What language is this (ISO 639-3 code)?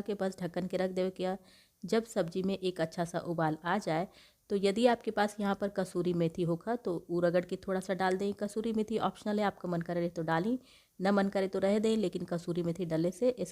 bho